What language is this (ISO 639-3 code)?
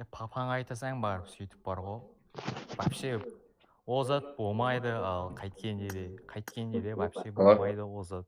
kaa